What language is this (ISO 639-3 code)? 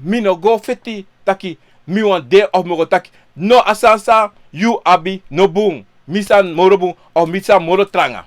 srn